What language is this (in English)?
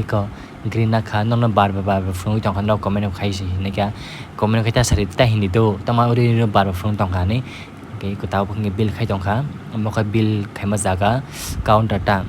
Kok Borok